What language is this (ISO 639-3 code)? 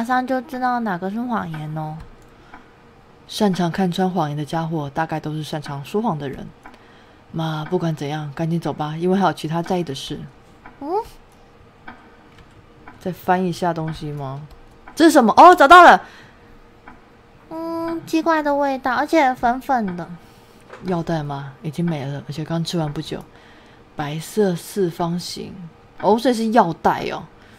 zho